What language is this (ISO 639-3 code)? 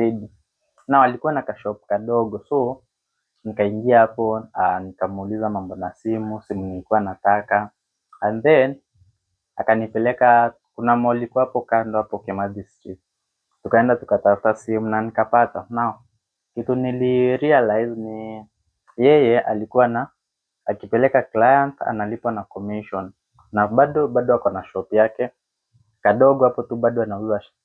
swa